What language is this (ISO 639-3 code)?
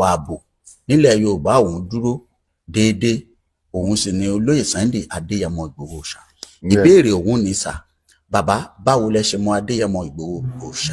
yor